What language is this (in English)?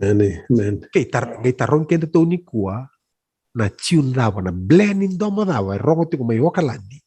Fijian